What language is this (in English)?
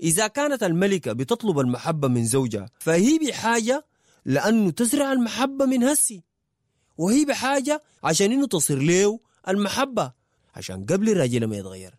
Sudanese Arabic